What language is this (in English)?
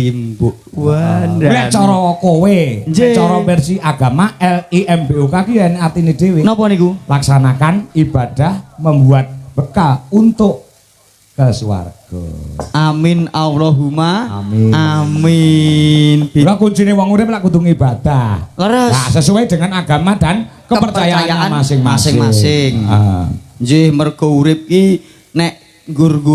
Javanese